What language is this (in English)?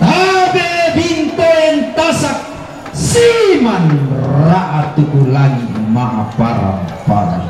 Toraja-Sa'dan